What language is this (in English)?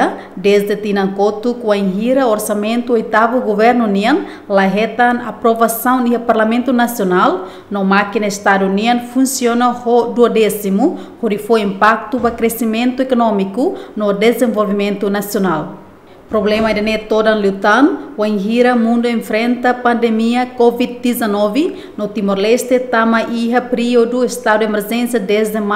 Tetum